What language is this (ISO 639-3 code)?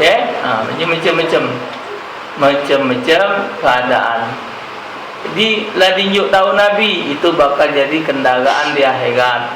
mui